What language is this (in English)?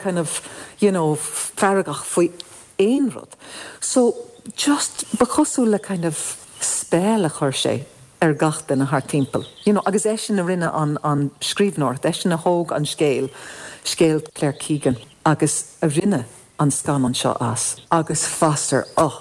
Irish